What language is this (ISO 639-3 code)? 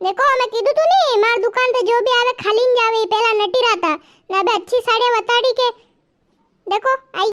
raj